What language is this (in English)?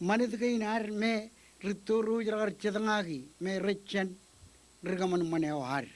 Marshallese